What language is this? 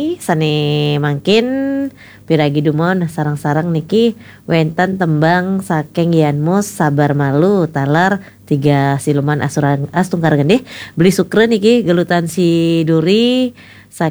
Balinese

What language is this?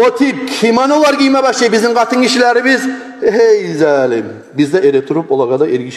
Kumyk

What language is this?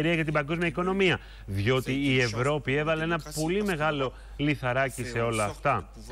Greek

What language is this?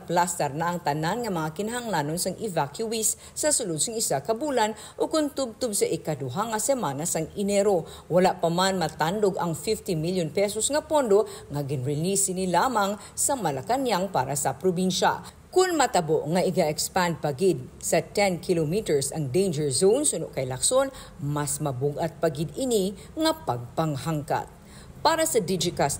Hiligaynon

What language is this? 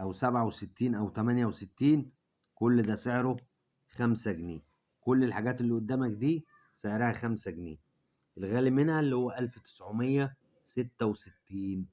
Egyptian Arabic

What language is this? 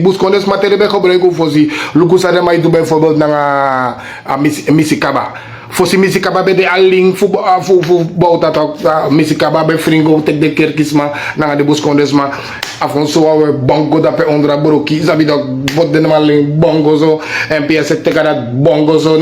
Sranan Tongo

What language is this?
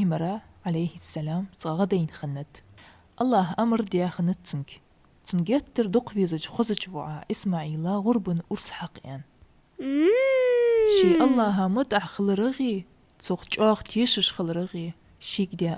Ingush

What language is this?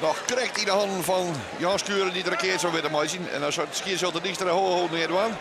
Western Frisian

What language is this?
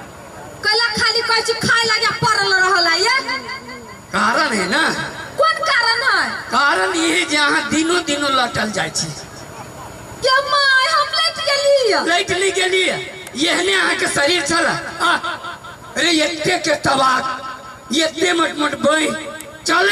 Maithili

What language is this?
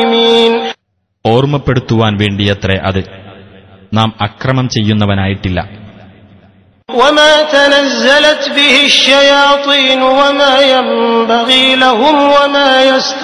Malayalam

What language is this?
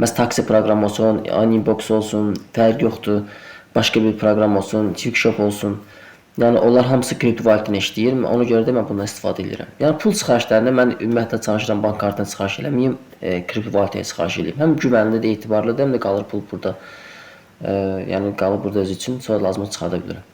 Azerbaijani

